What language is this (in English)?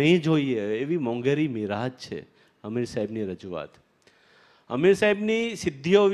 Gujarati